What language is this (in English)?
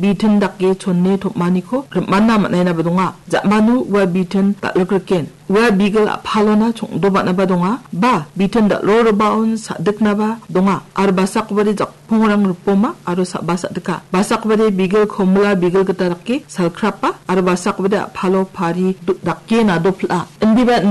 Garo